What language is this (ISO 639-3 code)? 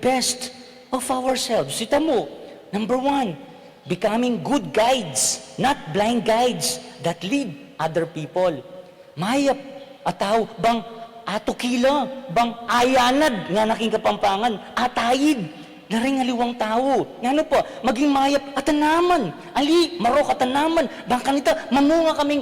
pam